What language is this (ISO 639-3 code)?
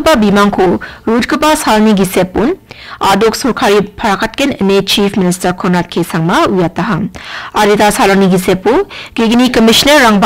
grt